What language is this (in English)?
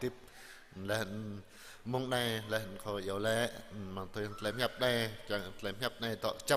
Jarai